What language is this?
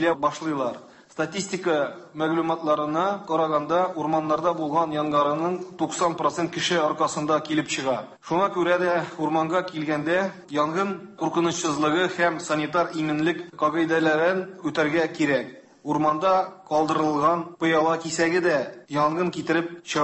Tatar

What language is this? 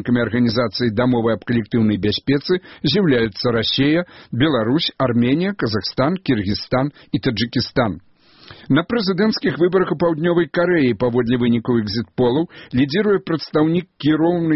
Belarusian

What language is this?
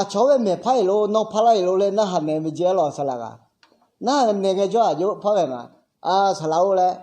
Akha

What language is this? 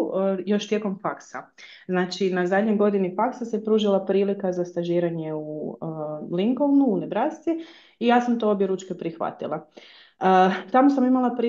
Croatian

